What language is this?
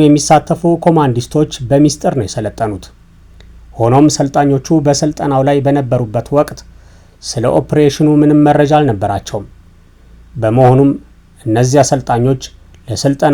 Amharic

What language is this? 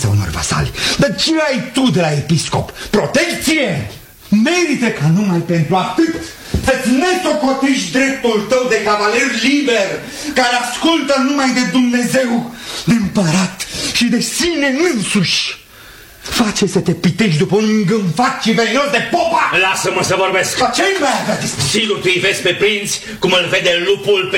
Romanian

